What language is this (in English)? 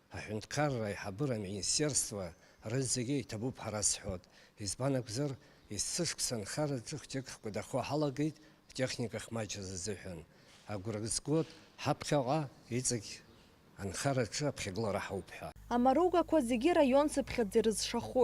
Abkhazian